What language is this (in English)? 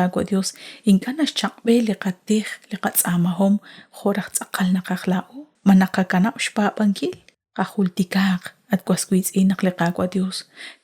Kekchí